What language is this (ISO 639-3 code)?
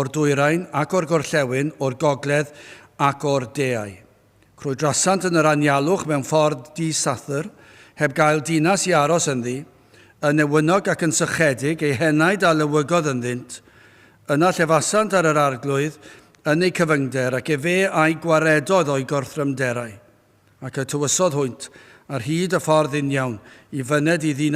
cym